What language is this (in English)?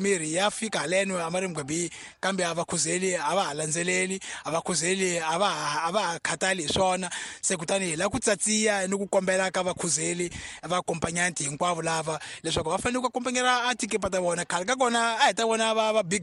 Tsonga